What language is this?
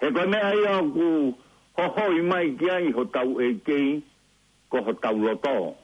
Tongan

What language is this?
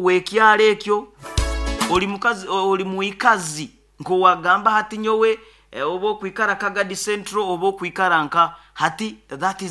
Nyoro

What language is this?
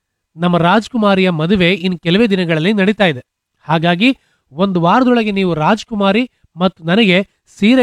Kannada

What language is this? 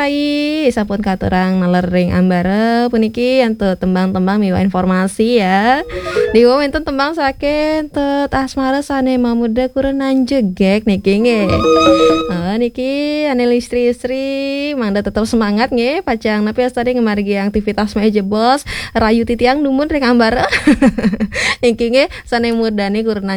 Balinese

